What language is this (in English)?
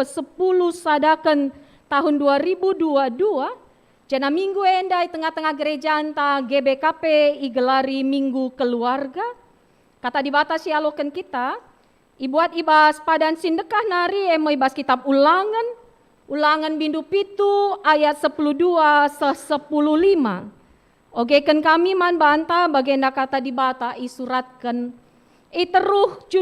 Batak Karo